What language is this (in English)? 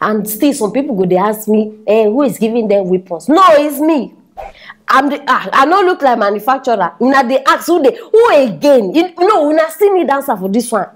Nigerian Pidgin